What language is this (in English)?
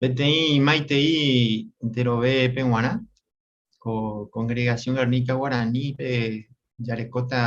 Guarani